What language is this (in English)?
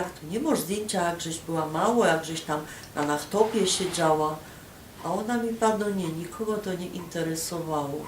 Silesian